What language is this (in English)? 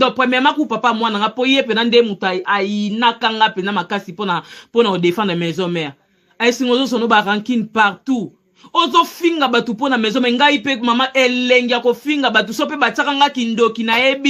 Lingala